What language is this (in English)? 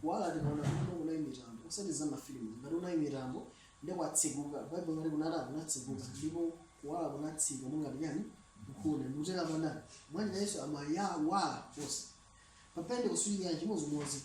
Nyanja